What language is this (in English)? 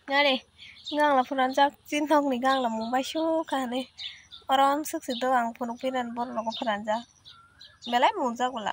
Kok Borok